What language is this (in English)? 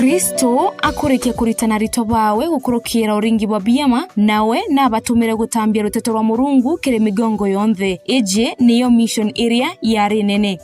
Meru